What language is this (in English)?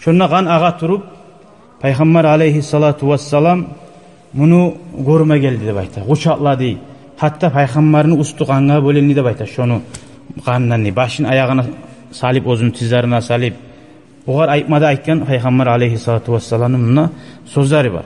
Kumyk